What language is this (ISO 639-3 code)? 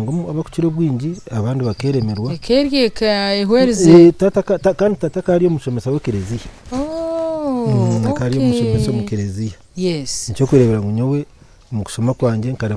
nyn